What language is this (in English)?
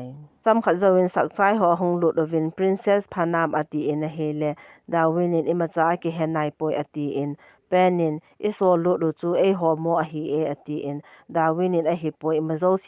Thado Chin